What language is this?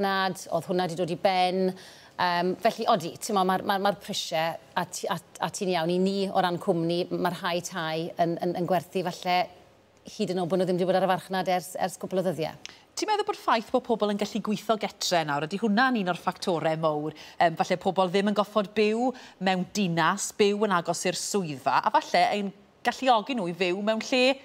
Welsh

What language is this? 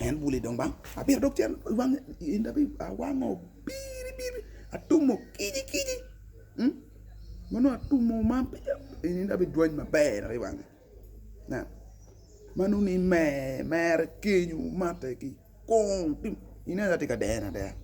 Acoli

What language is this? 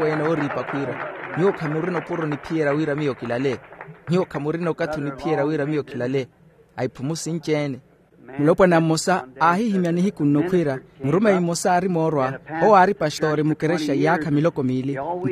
Makhuwa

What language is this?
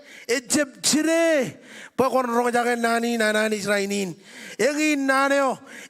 Marshallese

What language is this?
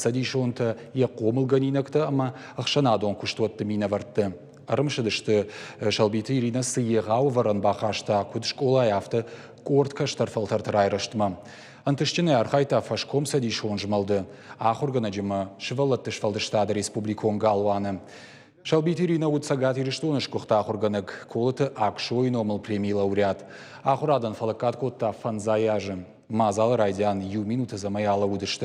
Ossetic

